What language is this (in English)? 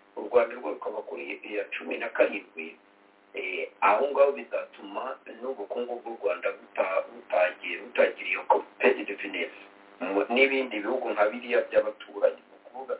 Kinyarwanda